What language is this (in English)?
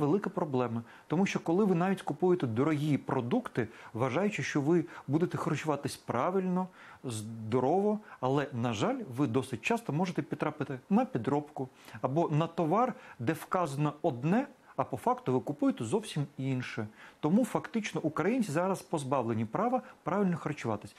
Ukrainian